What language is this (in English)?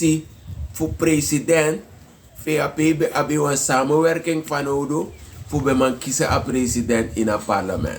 Sranan Tongo